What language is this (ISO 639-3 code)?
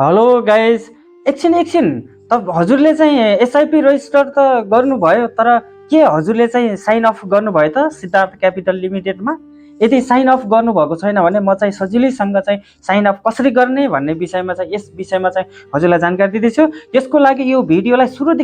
nep